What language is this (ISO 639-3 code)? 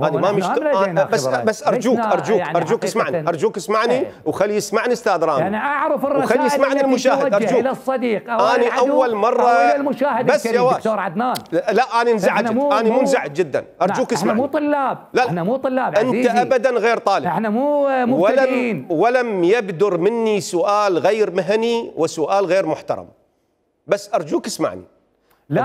acm